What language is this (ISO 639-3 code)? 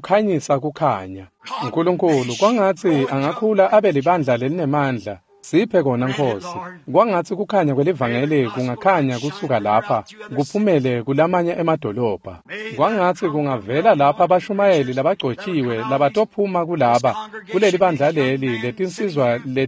ssw